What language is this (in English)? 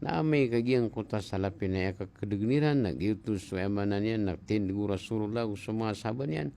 Maranao